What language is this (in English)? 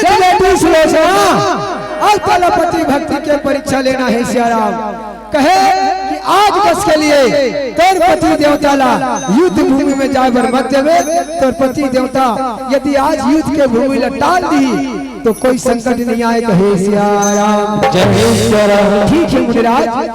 Chhattisgarhi